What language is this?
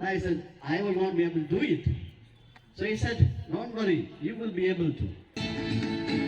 Karbi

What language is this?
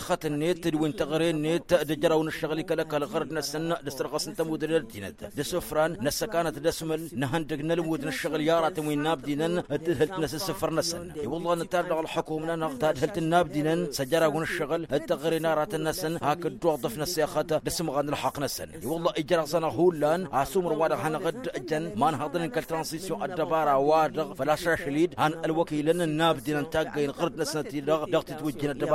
Tamasheq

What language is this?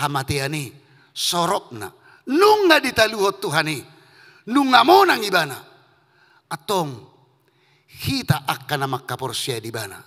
Batak Toba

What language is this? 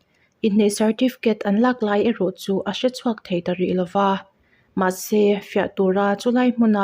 Mizo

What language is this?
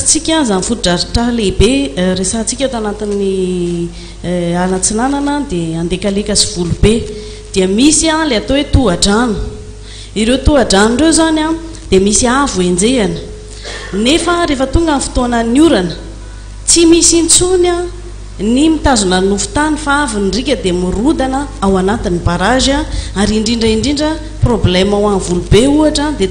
Malagasy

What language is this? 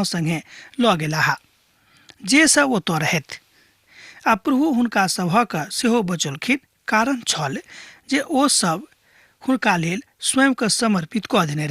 Maithili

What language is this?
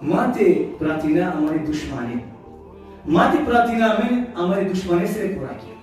Balkan Romani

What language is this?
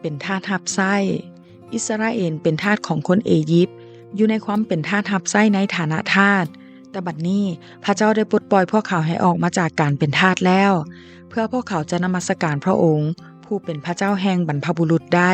Lao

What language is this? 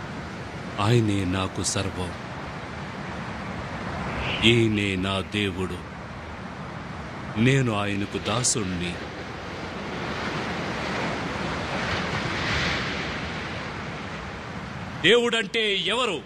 Telugu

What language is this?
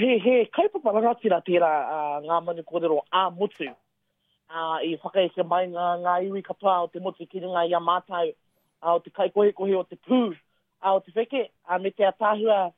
Māori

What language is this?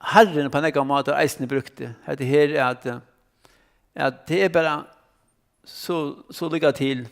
Faroese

